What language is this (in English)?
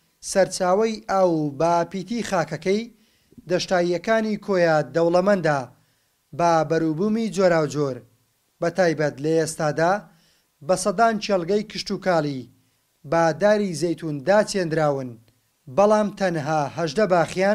Central Kurdish